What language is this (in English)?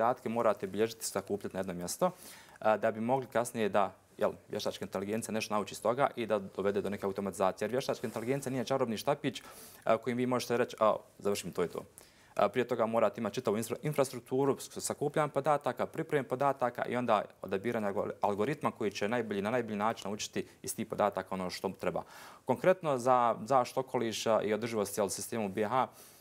Croatian